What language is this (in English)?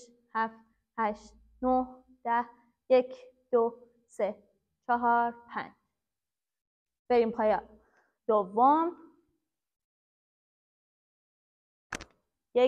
Persian